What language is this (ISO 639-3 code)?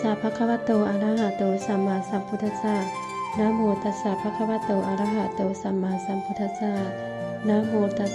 pli